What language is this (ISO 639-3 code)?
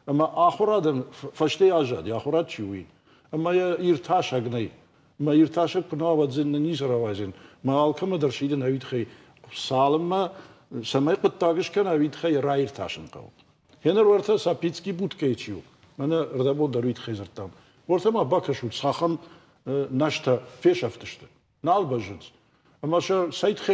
oss